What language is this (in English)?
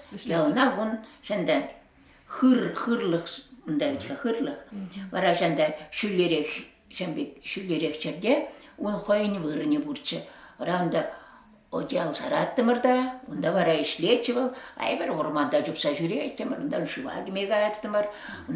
Chuvash